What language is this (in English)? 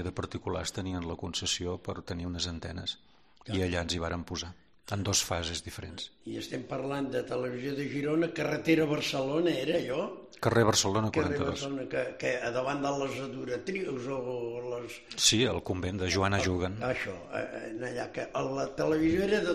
Catalan